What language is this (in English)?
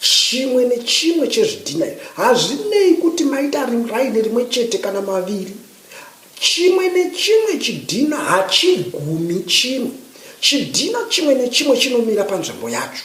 Shona